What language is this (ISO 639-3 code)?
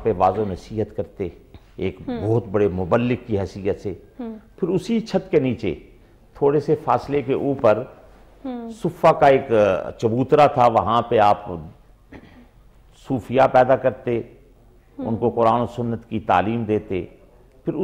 urd